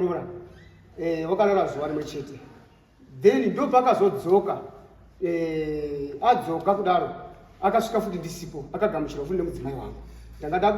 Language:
Shona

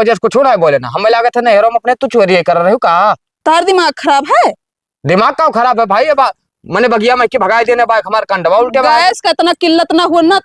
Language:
Awadhi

